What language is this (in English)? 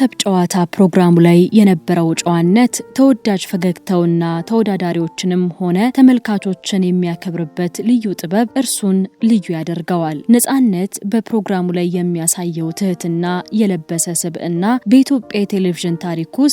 Amharic